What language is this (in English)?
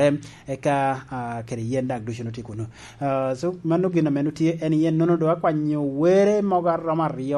Lango (Uganda)